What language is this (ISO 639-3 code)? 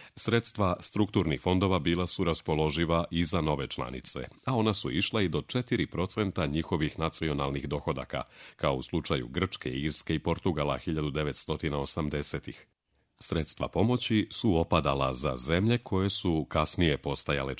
srp